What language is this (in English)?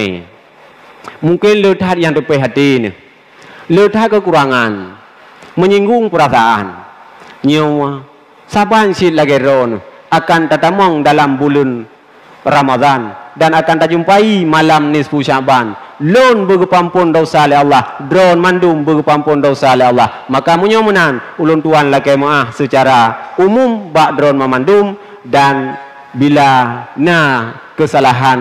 Achinese